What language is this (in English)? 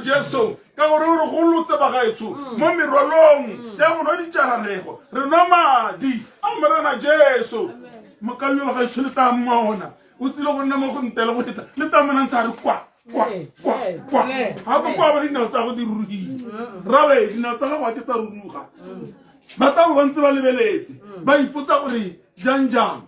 Tswana